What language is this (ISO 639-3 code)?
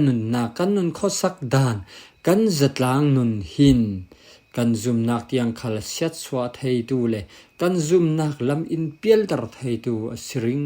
cfm